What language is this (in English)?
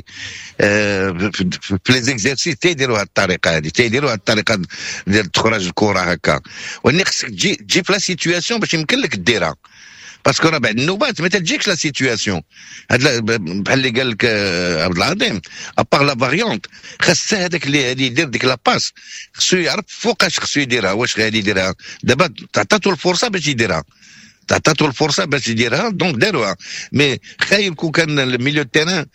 Moroccan Arabic